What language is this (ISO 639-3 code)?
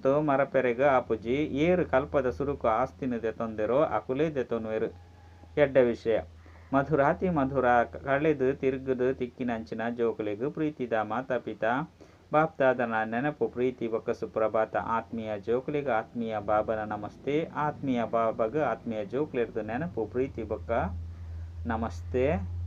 tcy